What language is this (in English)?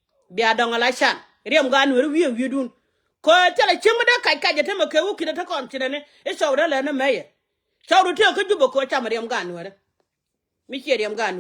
Nuer